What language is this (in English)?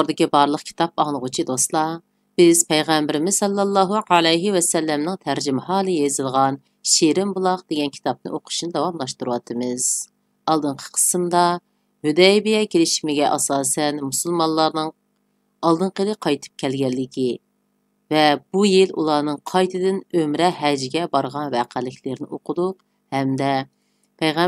Uyghur